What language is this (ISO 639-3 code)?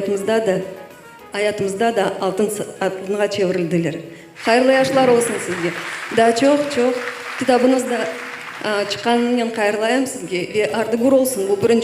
crh